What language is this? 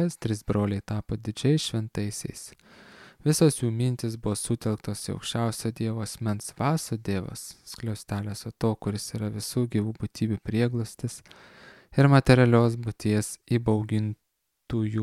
Lithuanian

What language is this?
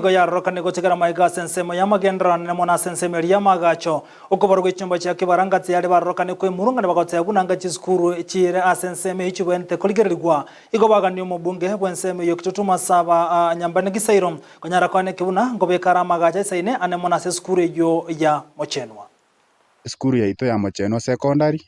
Gusii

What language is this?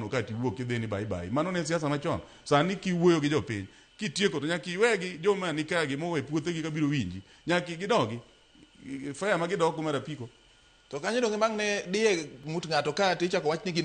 Luo (Kenya and Tanzania)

